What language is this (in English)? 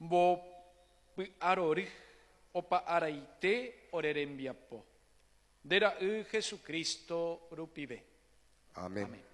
Guarani